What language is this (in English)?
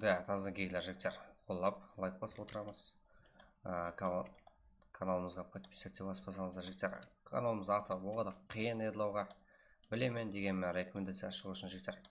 Kara-Kalpak